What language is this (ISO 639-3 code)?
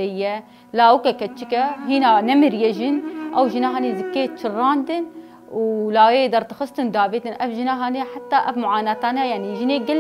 kur